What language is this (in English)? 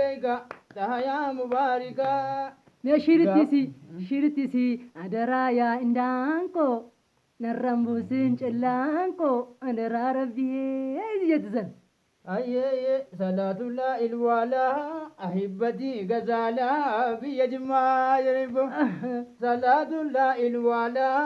Oromo